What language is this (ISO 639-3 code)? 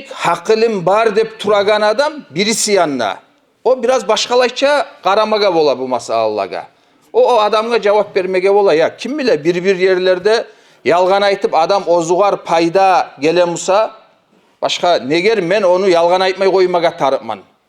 kum